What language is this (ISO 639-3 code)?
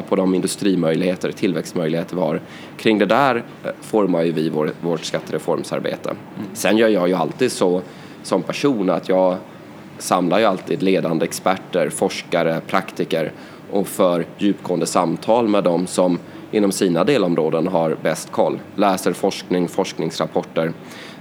swe